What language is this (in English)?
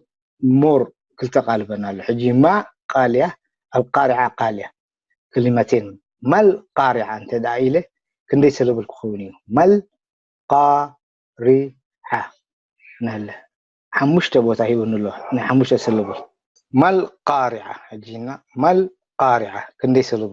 Tigrinya